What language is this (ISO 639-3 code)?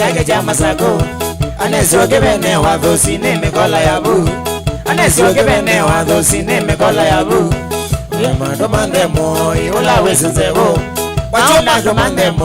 kam